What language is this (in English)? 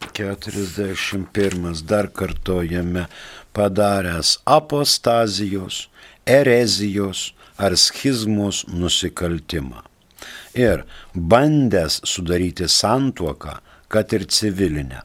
Lithuanian